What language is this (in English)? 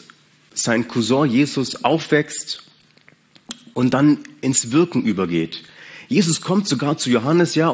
German